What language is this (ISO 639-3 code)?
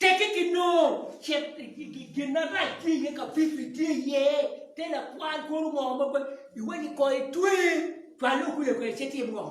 ach